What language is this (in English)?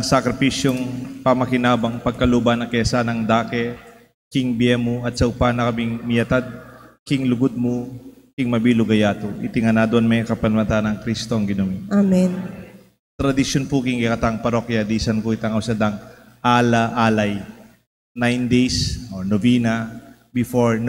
Pampanga